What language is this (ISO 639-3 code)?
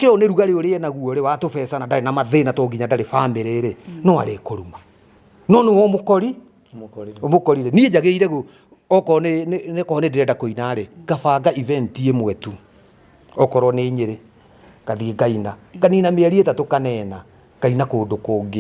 kik